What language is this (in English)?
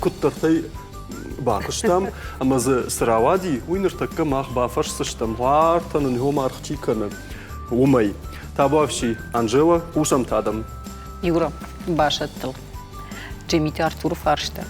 Ossetic